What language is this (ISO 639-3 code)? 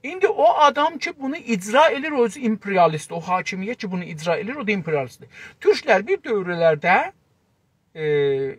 azb